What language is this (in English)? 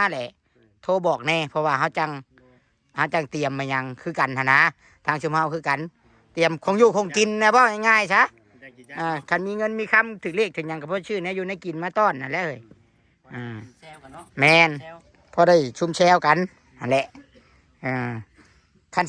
Northeastern Thai